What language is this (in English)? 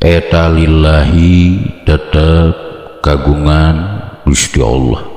Sundanese